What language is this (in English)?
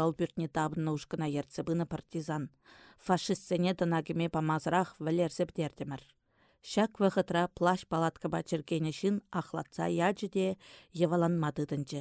Chuvash